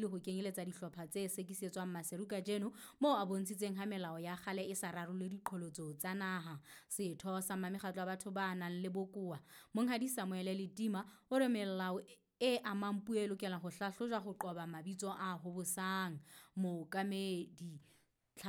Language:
Southern Sotho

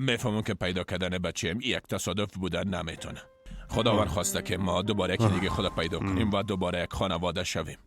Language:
Persian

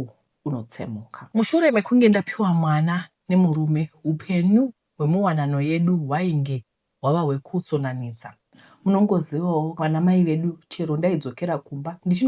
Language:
Shona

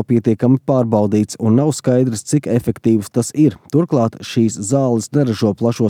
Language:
Latvian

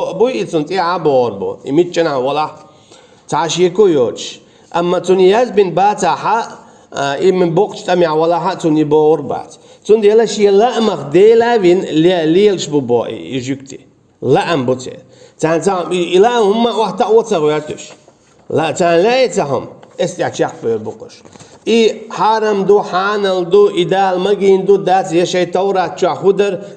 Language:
Chechen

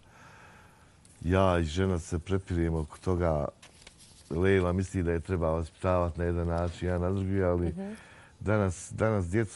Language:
Bosnian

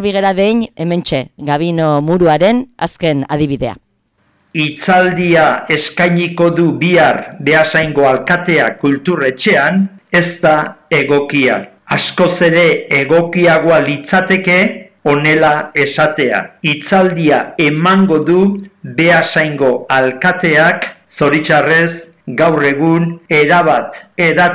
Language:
Basque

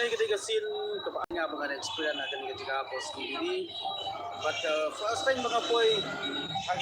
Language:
Khasi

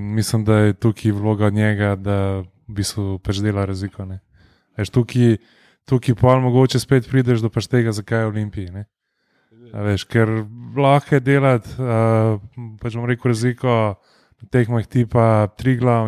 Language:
Slovenian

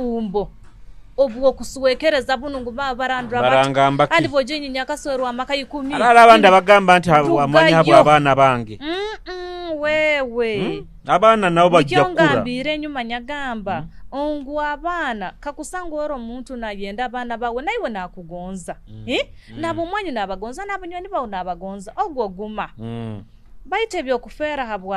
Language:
Nyoro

